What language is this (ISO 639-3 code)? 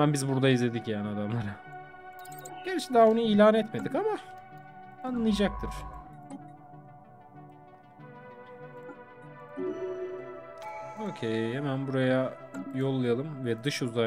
tur